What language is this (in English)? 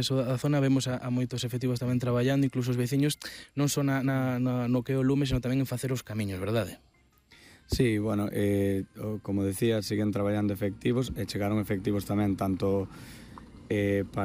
Galician